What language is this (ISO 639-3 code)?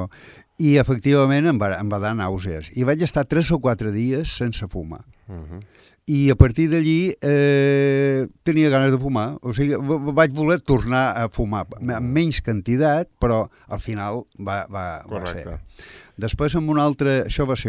cat